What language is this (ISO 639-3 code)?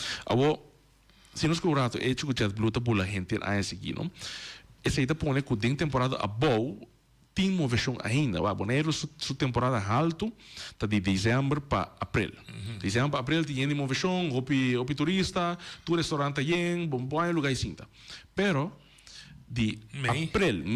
pap